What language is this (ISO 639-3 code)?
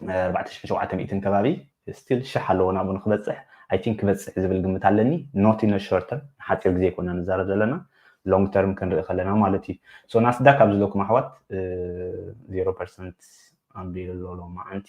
tir